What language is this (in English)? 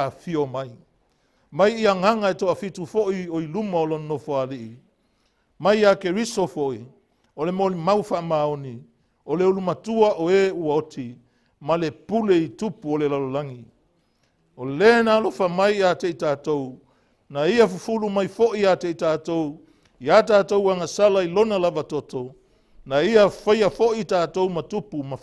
Samoan